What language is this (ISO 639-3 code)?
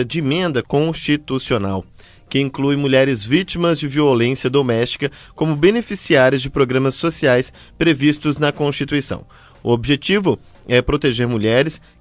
por